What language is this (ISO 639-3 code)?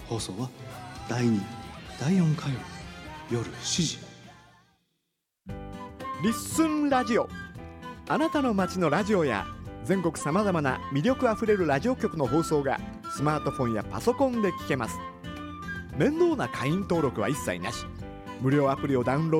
jpn